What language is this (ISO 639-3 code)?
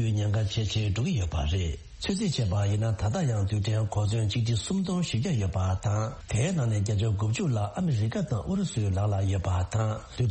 bod